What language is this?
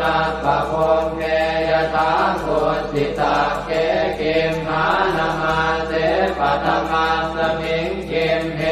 Pali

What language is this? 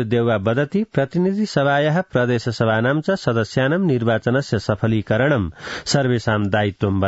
Sanskrit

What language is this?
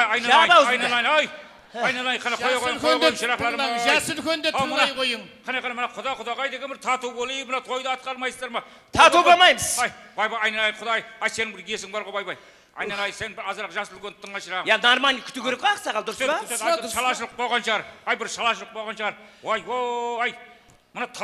Kara-Kalpak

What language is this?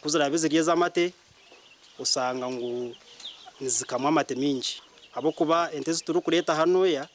Nyankole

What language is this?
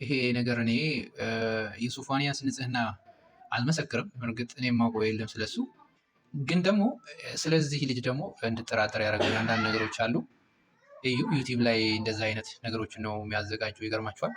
Amharic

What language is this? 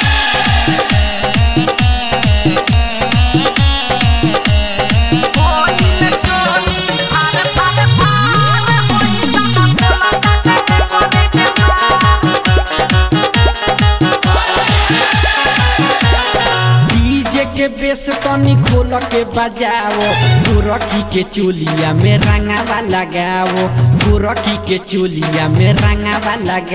Bhojpuri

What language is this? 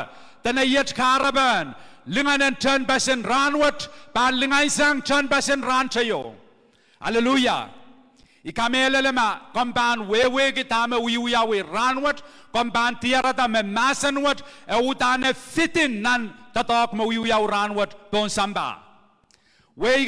Pohnpeian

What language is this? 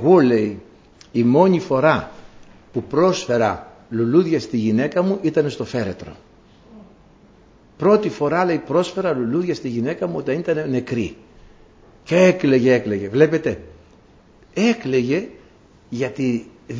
Greek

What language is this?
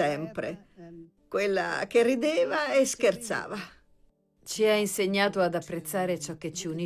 Italian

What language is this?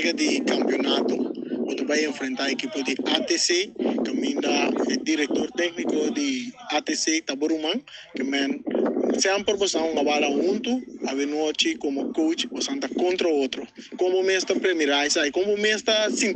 Papiamento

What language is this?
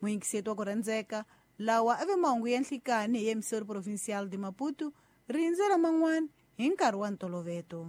Tsonga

